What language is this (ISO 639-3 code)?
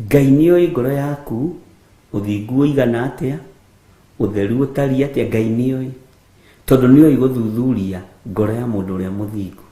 kik